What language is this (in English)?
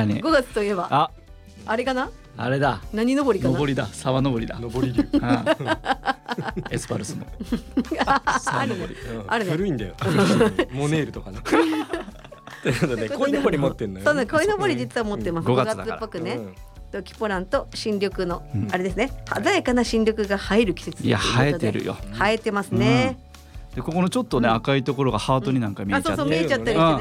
Japanese